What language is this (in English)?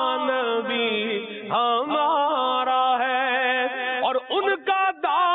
Urdu